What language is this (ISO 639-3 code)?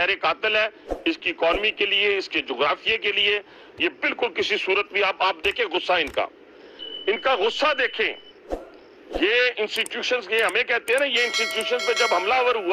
urd